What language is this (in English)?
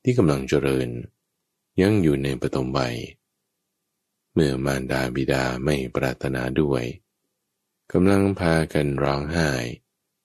Thai